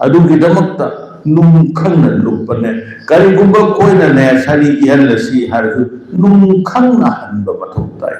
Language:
Manipuri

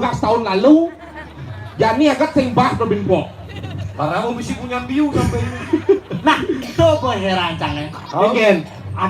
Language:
Balinese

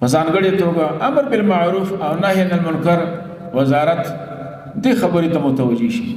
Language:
Pashto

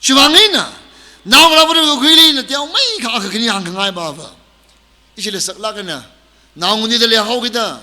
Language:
Tangkhul Naga (India)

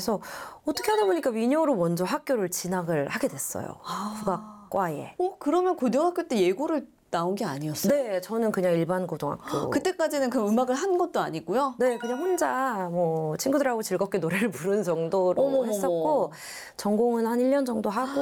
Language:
Korean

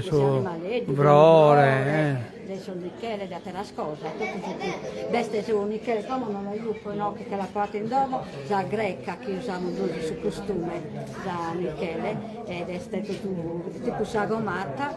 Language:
Sardinian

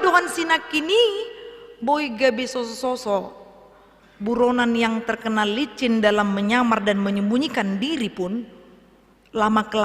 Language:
Batak Toba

